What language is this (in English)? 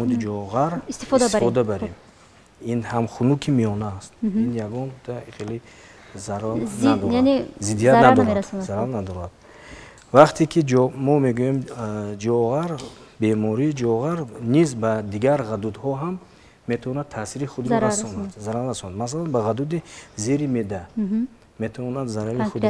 Tajik